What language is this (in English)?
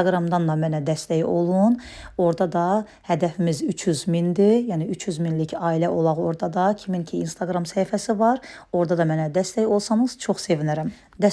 Azerbaijani